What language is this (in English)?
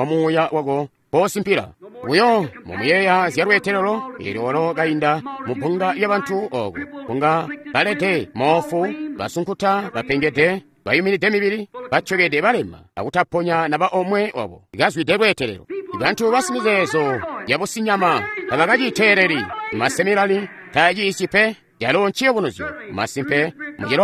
Tonga (Zambia)